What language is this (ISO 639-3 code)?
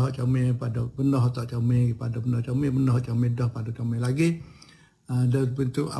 msa